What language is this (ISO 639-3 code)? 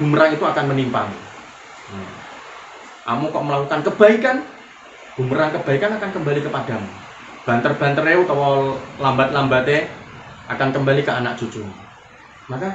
jav